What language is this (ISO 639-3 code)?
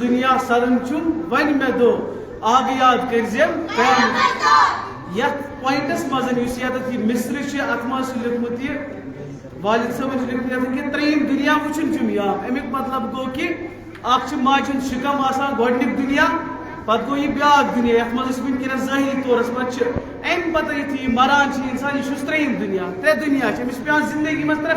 kas